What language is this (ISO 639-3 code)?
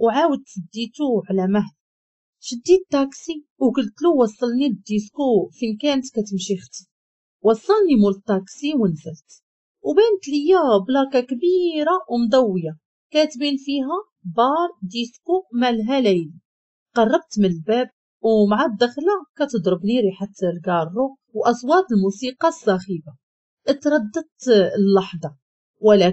ary